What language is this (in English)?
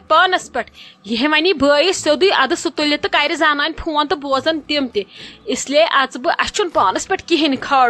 Kashmiri